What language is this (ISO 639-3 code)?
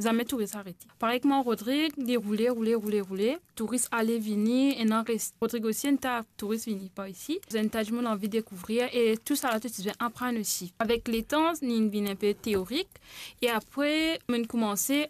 mfe